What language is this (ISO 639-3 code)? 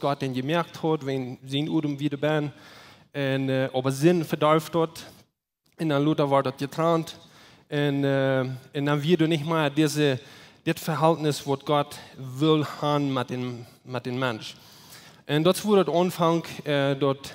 pdt